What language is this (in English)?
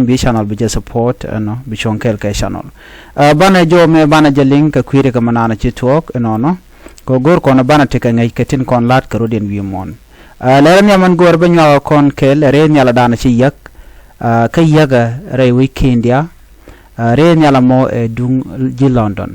Nuer